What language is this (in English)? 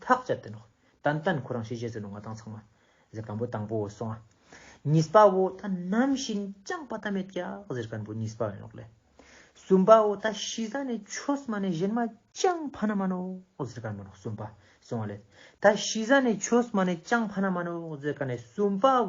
Ladakhi